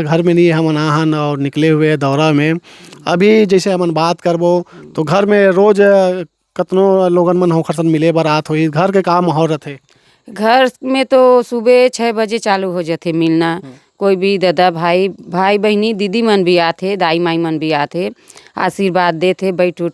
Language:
Chhattisgarhi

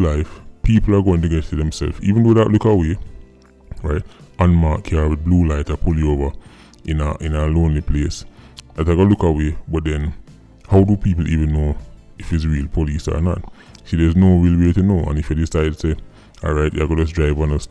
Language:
Jamaican Creole English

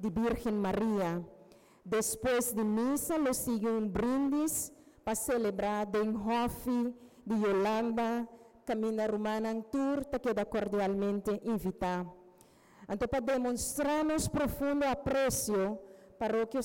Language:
Papiamento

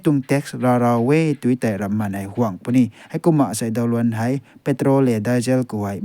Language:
Rongmei Naga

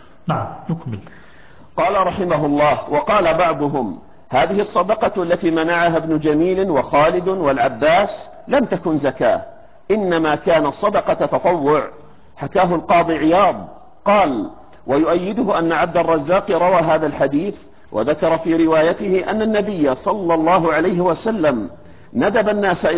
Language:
Arabic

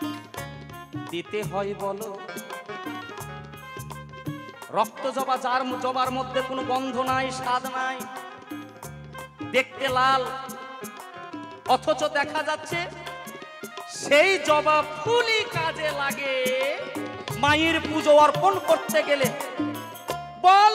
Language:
Bangla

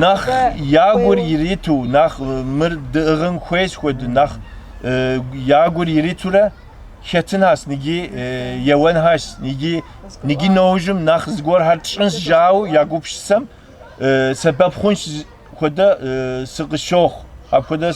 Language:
Kabardian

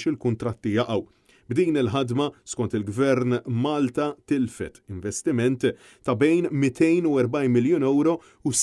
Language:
Maltese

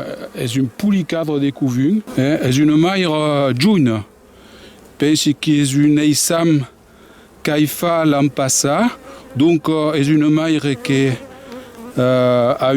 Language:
Occitan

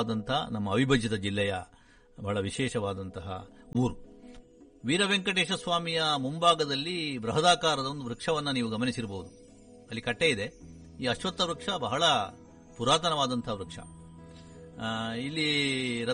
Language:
Kannada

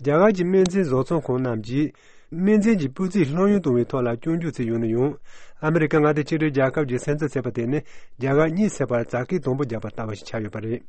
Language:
Tibetan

